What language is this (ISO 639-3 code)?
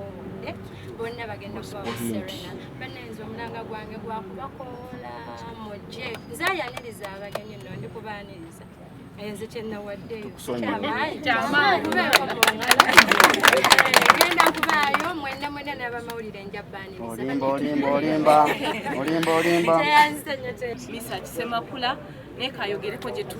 lug